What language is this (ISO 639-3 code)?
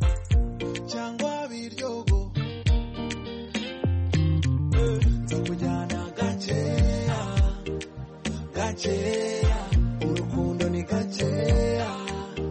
kin